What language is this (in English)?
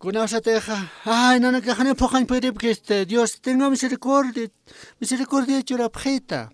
Aymara